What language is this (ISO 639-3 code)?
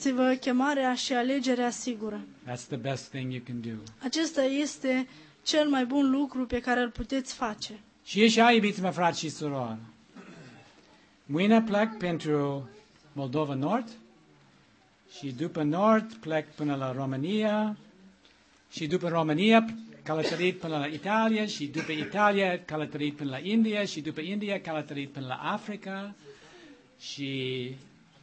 ron